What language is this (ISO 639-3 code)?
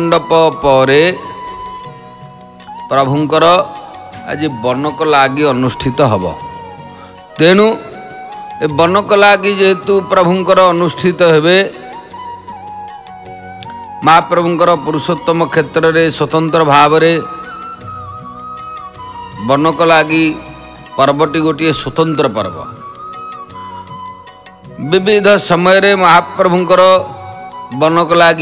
ori